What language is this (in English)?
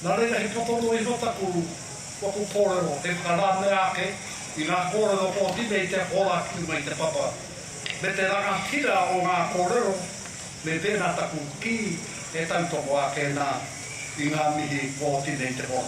Māori